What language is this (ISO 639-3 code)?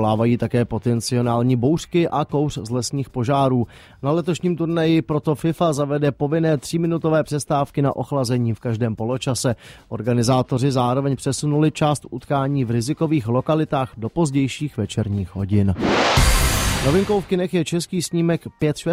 ces